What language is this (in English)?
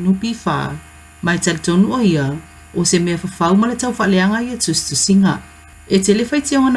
Samoan